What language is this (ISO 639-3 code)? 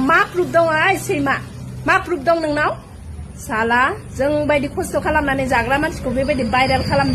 brx